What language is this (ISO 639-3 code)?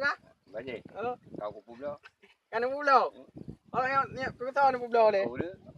ace